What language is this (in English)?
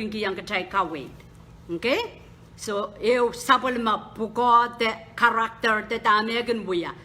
Pohnpeian